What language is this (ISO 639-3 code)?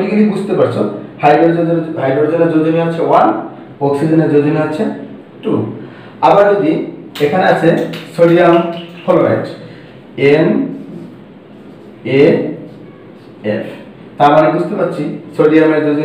ben